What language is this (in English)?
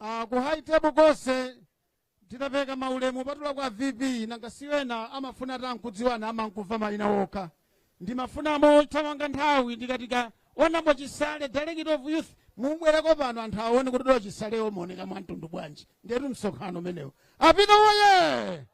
Nyanja